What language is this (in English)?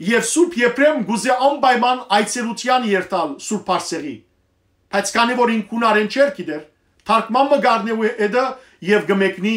Western Armenian